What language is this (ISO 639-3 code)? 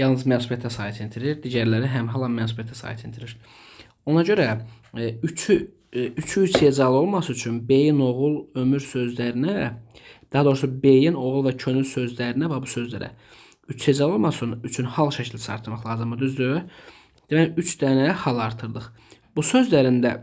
aze